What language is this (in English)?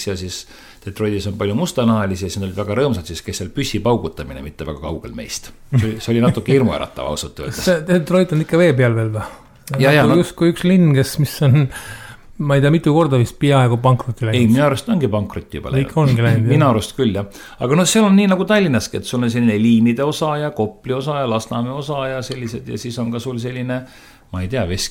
Estonian